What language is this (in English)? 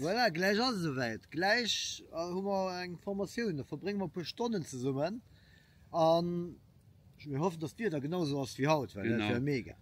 Luxembourgish